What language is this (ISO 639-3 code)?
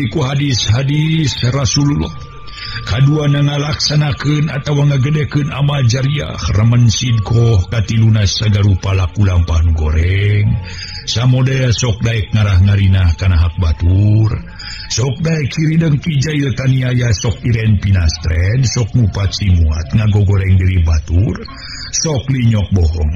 sun